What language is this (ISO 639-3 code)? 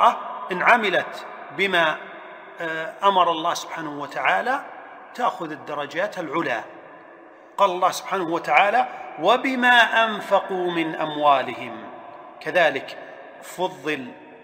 ara